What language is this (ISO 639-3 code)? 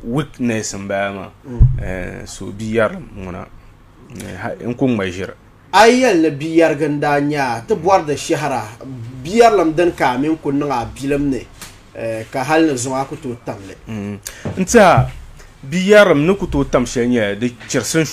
dag